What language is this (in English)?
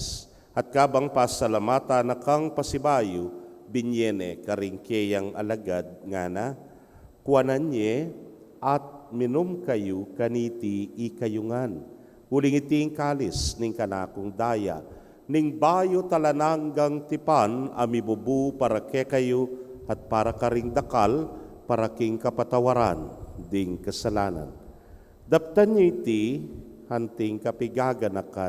Pampanga